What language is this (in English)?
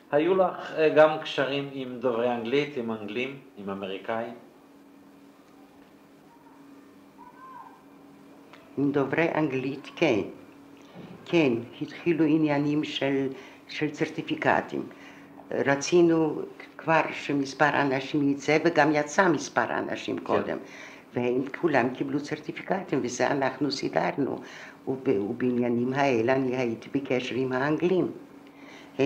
Hebrew